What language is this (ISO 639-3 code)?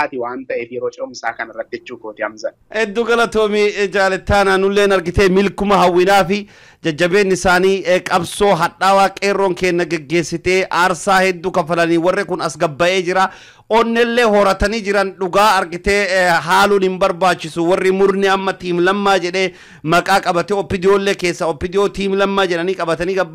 orm